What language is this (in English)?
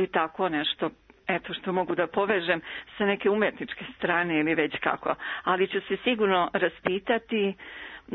Serbian